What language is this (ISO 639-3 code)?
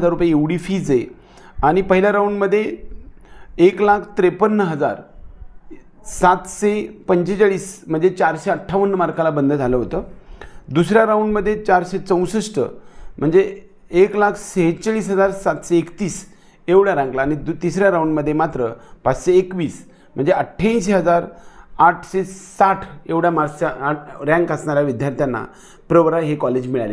mar